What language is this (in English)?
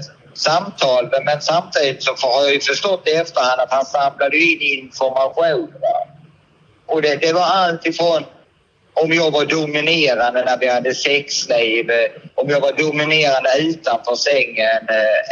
Swedish